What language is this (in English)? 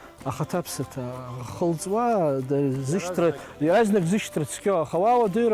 Abkhazian